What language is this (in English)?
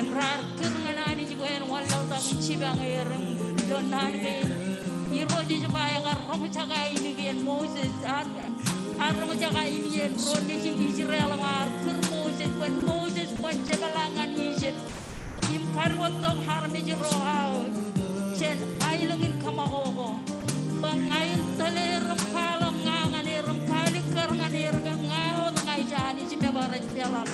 Marshallese